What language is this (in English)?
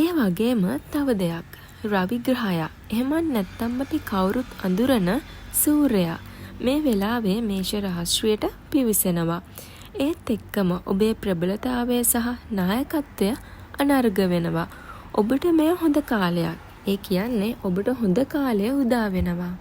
Sinhala